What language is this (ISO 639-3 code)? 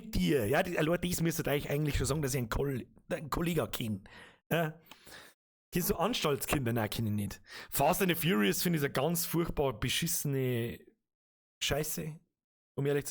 bar